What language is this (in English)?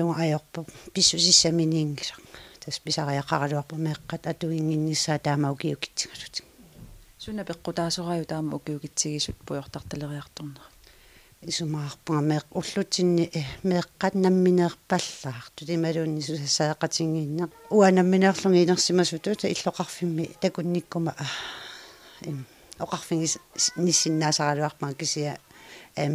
Kalaallisut